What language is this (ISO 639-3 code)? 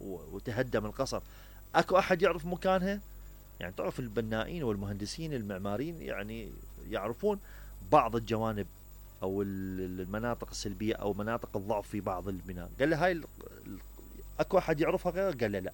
acm